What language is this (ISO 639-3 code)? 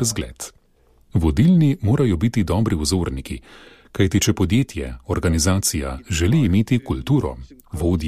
slv